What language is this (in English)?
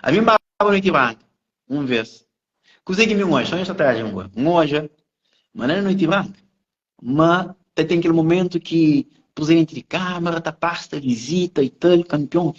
Kabuverdianu